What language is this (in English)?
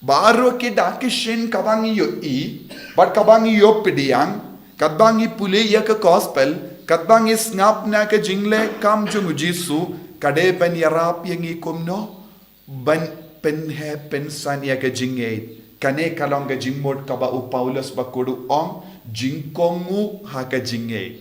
Khasi